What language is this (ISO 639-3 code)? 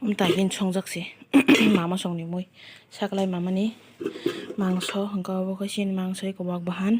trp